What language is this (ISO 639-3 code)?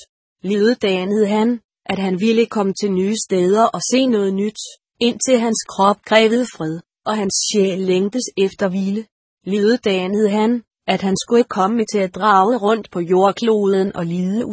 dan